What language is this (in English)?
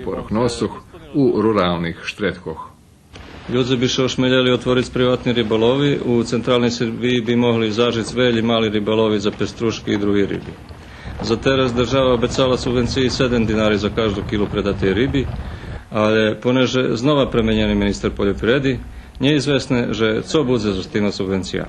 Rusyn